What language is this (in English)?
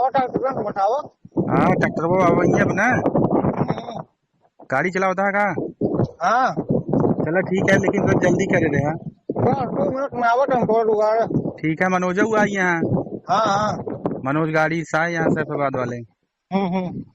Awadhi